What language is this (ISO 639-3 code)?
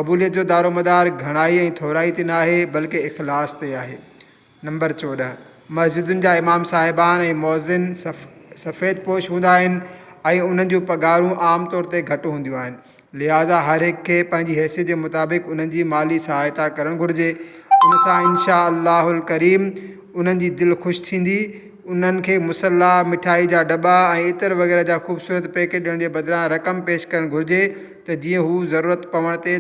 snd